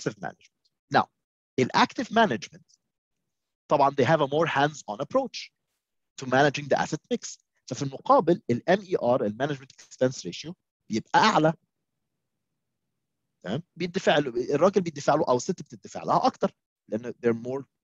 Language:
Egyptian Arabic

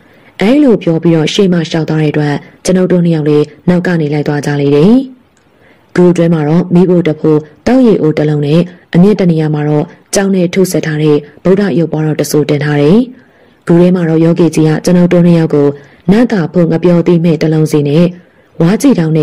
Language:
Burmese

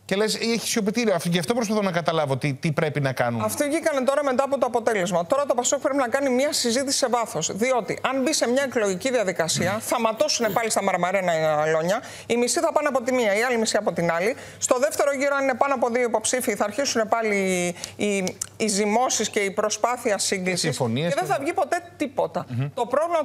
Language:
Greek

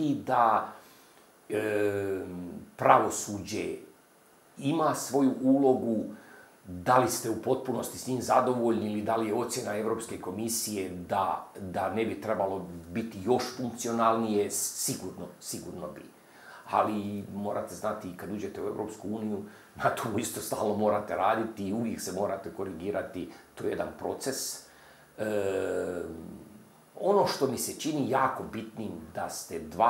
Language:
Croatian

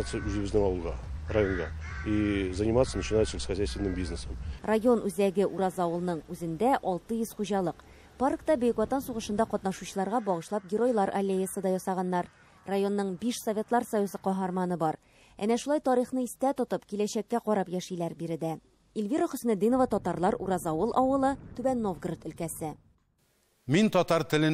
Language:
Tatar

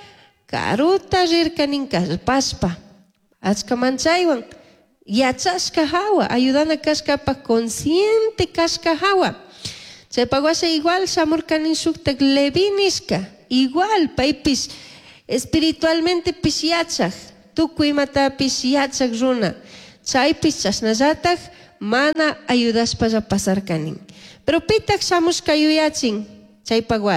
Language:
Chimborazo Highland Quichua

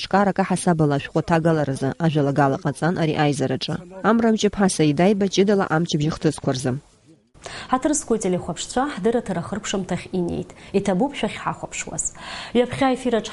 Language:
Abkhazian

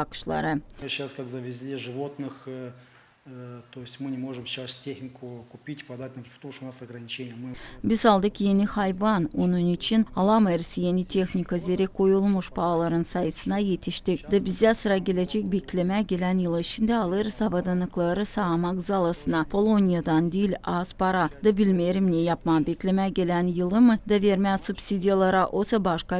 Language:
Gagauz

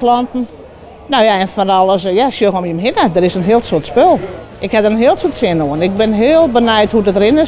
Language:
Western Frisian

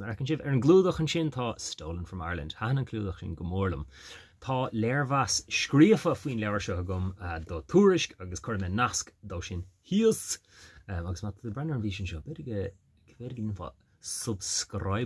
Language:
Irish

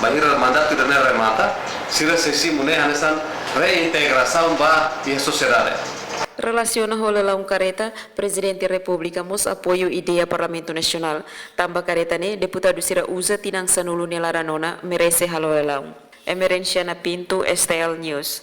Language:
Tetum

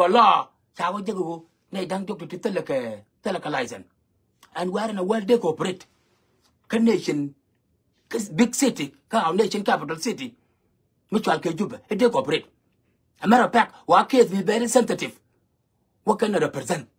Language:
Nuer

